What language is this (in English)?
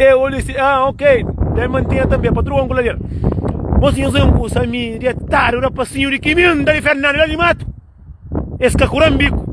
Kabuverdianu